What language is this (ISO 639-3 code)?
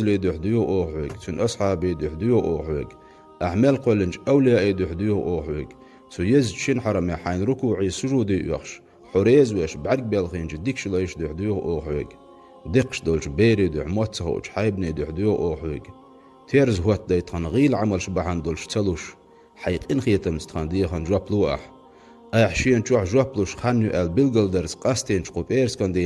che